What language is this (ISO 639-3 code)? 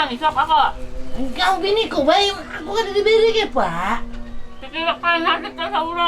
bjn